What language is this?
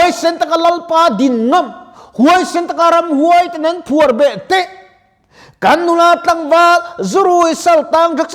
Mizo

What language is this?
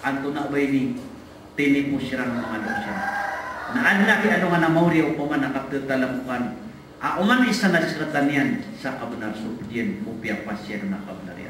Maranao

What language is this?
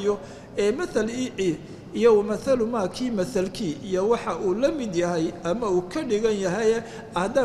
Somali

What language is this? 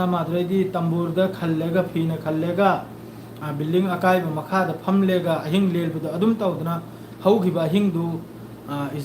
Manipuri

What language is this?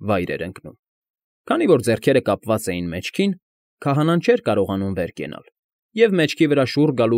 Armenian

